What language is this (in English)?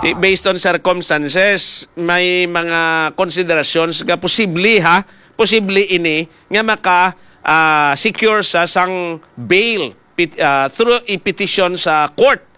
Hiligaynon